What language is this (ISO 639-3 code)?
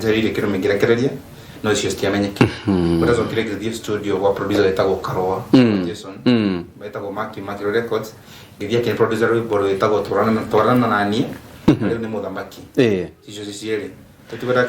kik